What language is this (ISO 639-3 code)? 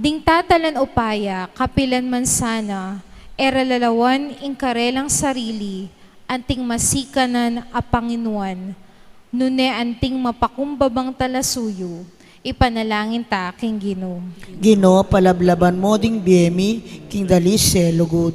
pam